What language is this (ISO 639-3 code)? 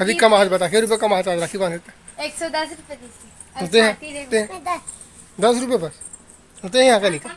hne